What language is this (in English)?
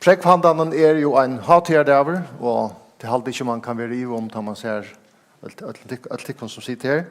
Faroese